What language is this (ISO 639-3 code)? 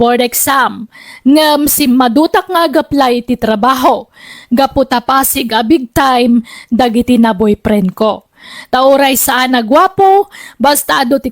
ilo